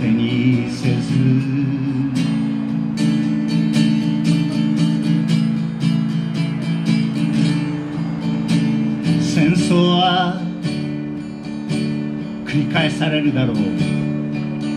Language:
Japanese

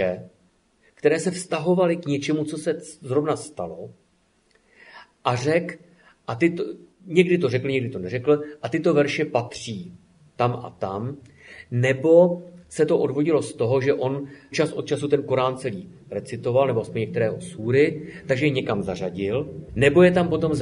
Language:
Czech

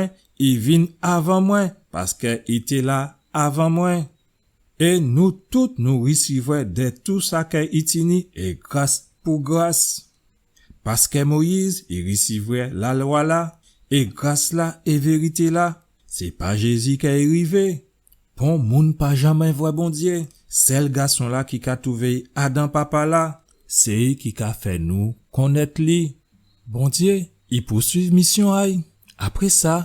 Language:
Guadeloupean Creole French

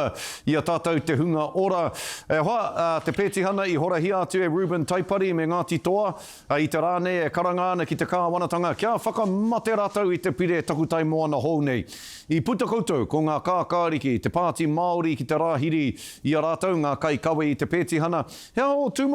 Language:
Māori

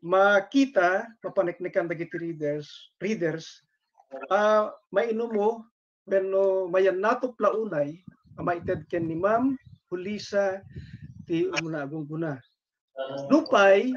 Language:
Iloko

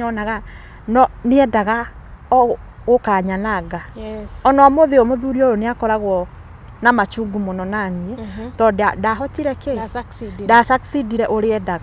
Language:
Kikuyu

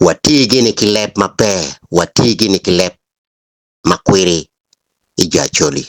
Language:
Acoli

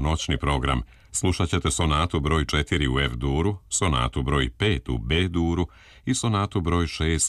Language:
Croatian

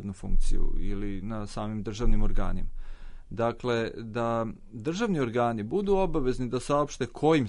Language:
Serbian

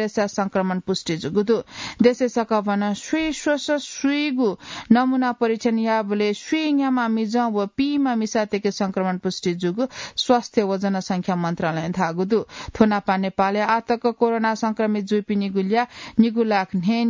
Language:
Newari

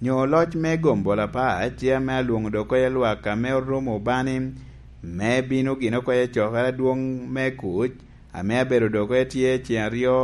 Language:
Lango (Uganda)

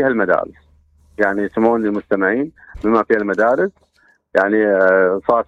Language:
Mesopotamian Arabic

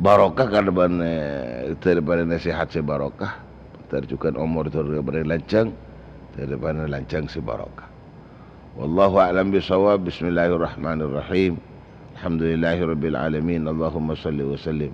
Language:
Madurese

